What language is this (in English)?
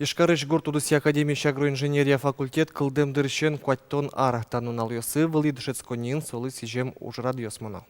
Udmurt